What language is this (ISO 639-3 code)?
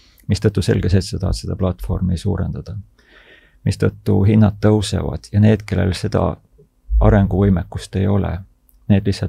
est